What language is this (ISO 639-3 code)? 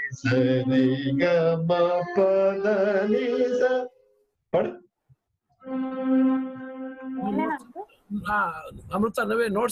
tel